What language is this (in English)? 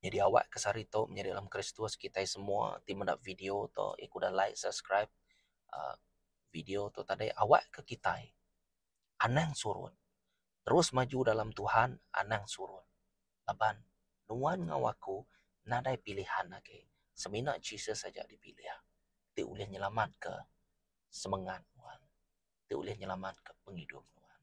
Iban